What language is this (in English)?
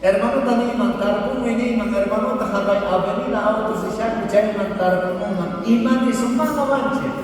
South Bolivian Quechua